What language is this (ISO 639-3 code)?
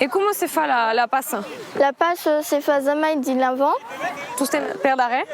oci